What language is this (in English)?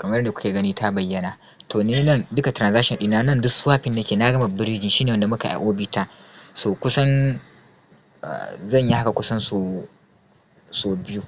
Hausa